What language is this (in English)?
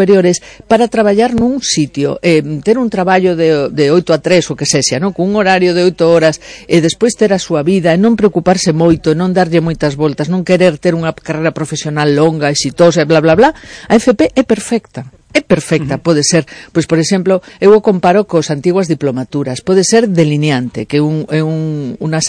Galician